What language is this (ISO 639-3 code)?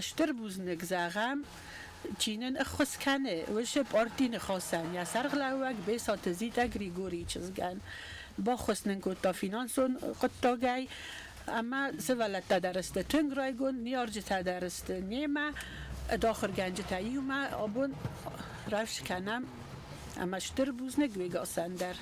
oss